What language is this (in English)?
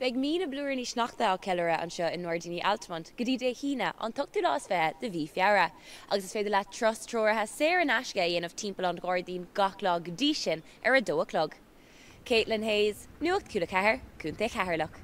Irish